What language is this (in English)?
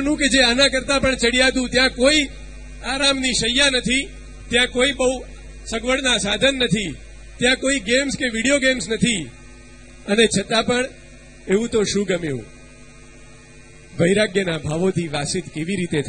Gujarati